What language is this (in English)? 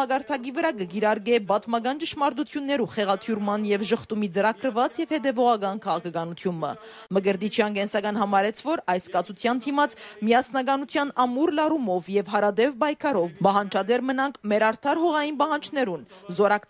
Armenian